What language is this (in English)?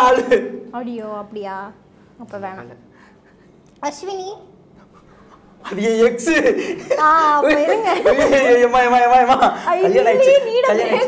Tamil